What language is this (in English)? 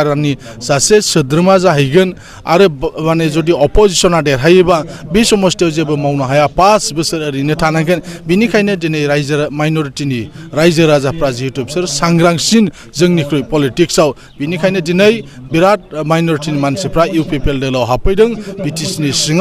Bodo